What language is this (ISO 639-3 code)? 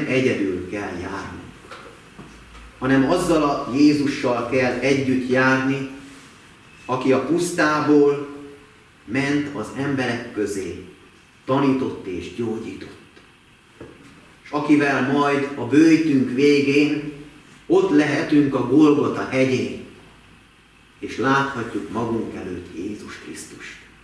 hun